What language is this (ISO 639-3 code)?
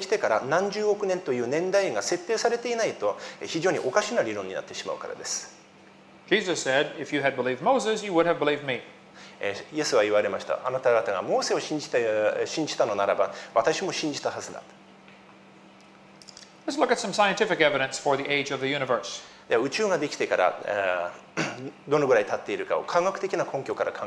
jpn